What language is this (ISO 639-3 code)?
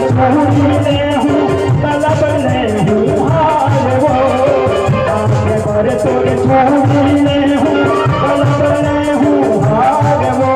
hne